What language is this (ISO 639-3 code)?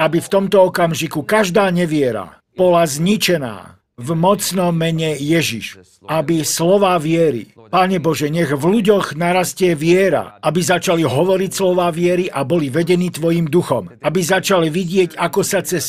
slk